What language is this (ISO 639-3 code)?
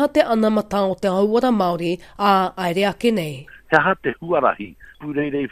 mri